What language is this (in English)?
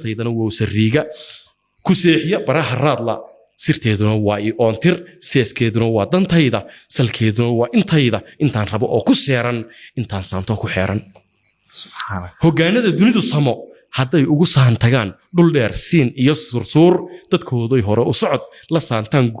Somali